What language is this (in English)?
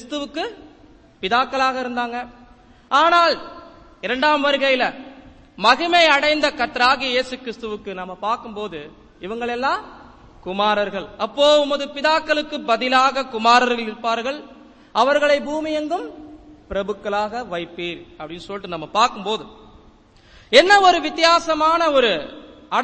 Tamil